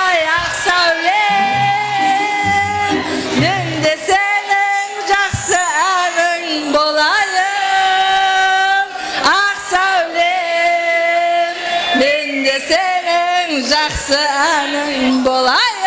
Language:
Kara-Kalpak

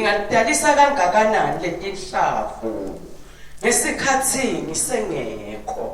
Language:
Swati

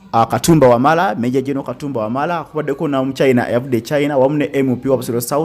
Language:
Ganda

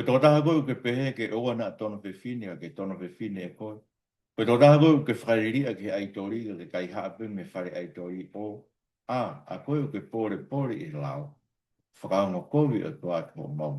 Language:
Tongan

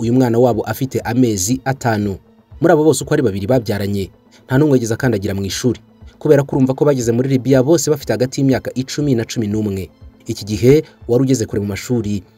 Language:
Kinyarwanda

